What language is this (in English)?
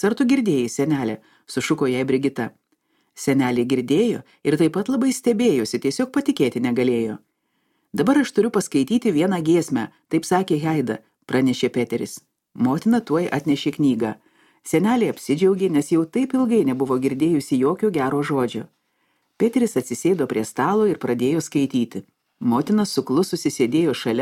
Lithuanian